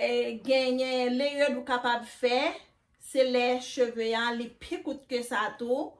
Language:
Haitian Creole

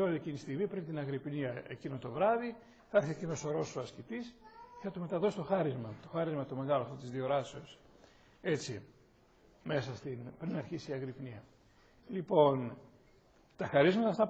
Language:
Greek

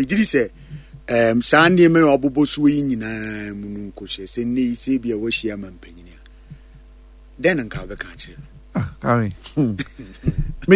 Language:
Akan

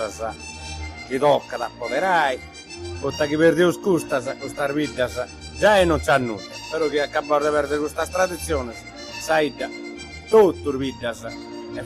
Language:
Sardinian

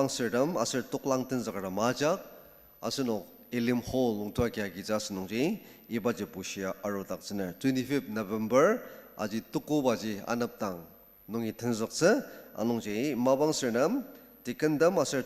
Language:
Ao Naga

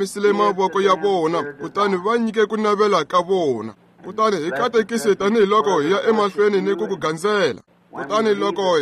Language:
Tsonga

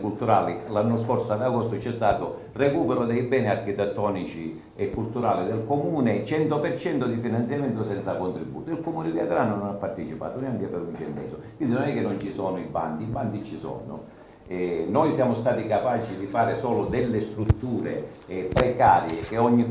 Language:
Italian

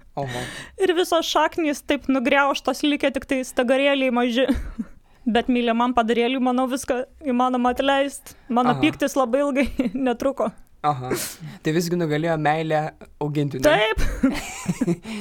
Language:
Lithuanian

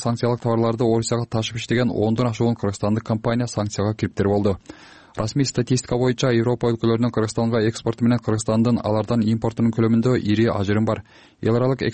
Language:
Kyrgyz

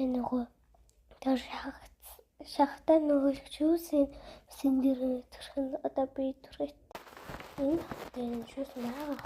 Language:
Mongolian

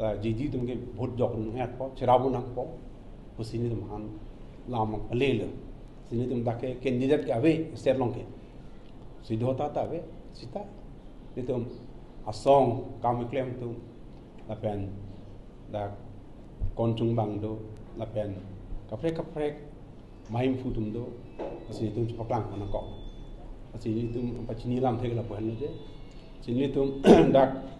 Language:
Karbi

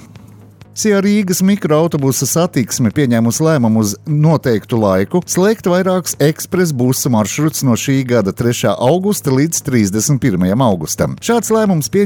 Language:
Latvian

